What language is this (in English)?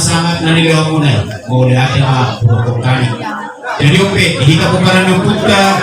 Batak Toba